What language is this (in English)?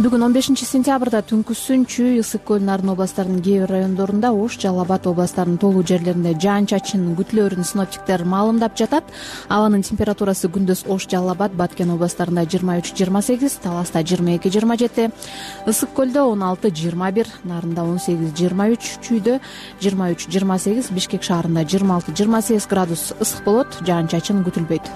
Kyrgyz